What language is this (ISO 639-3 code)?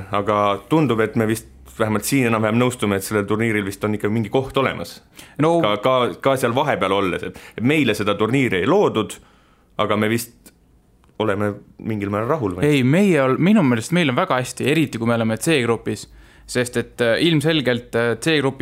est